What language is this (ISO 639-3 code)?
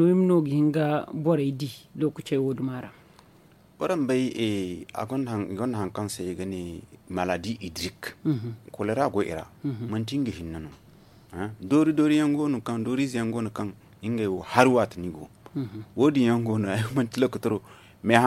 dje